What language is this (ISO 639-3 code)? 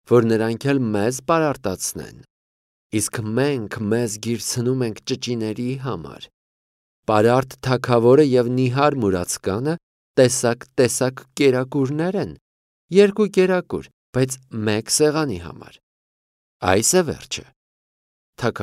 hye